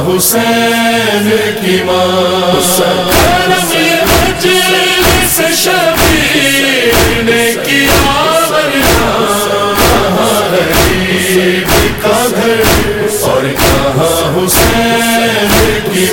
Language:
Saraiki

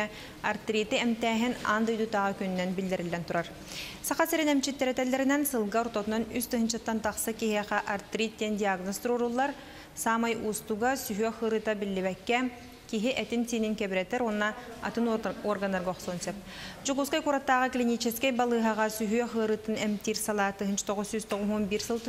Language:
Yakut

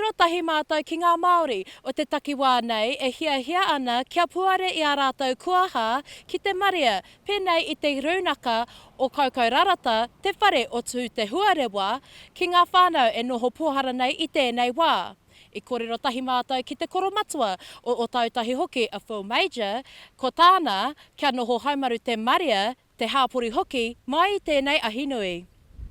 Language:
Māori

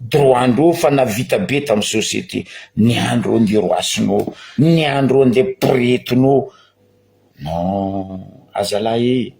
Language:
Malagasy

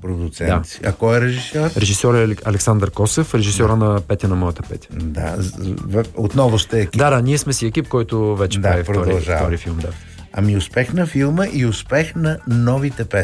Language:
Bulgarian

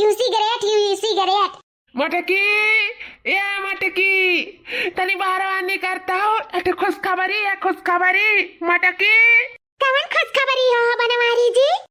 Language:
Awadhi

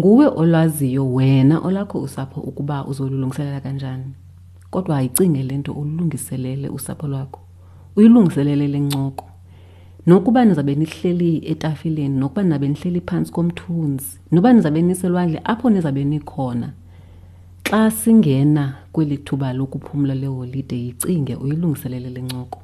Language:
Xhosa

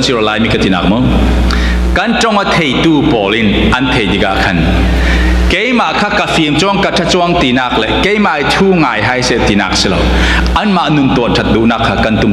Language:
Falam Chin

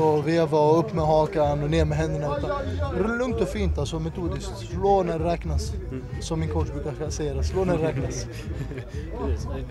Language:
Swedish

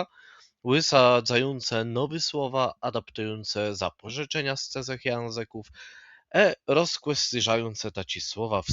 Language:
Kashubian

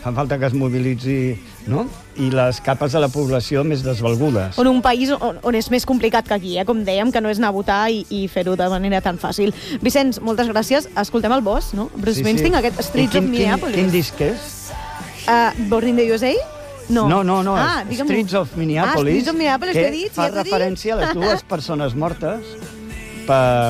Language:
Catalan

